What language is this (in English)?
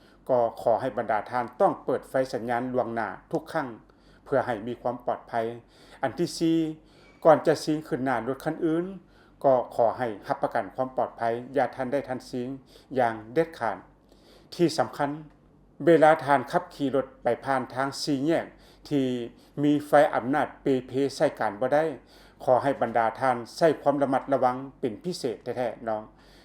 Lao